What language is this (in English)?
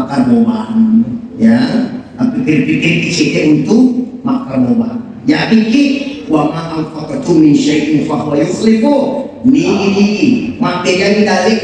Buginese